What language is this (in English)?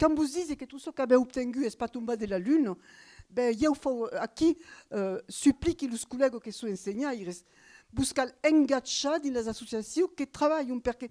Occitan